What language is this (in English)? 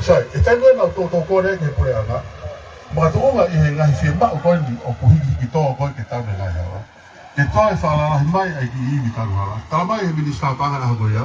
Tongan